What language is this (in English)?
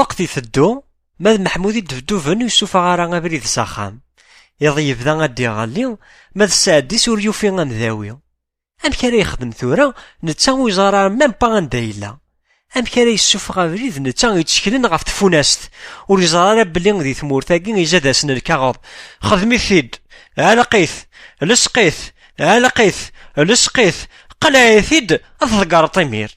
Kabyle